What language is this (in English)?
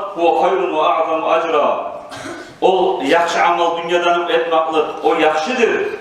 Kumyk